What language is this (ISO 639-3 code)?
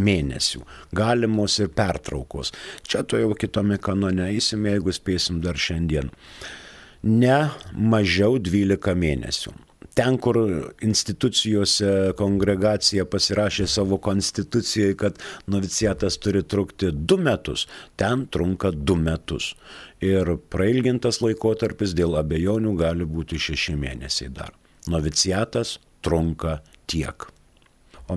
lit